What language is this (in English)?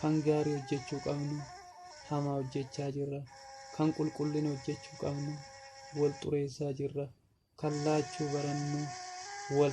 Oromo